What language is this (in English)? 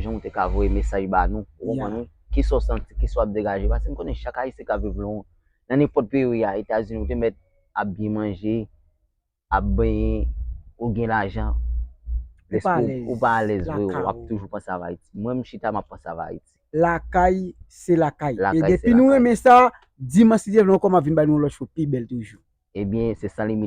Haitian Creole